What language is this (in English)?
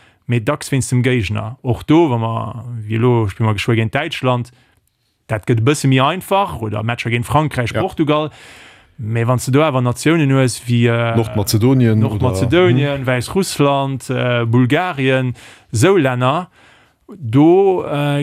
Luxembourgish